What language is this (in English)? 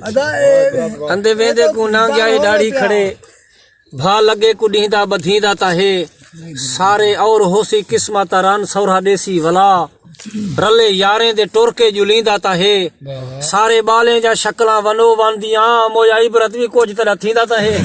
Saraiki